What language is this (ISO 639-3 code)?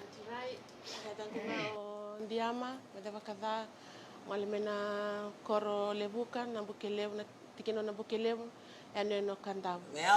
fij